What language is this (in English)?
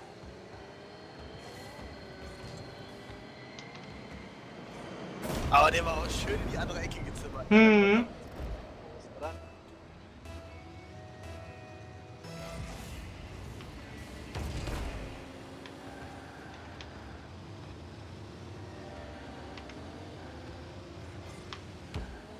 German